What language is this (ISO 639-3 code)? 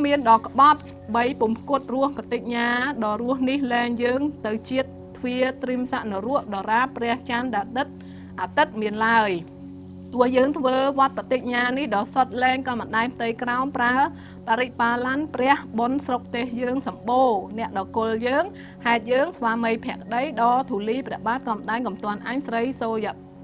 khm